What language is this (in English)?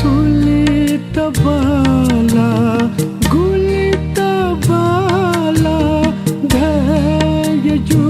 Newari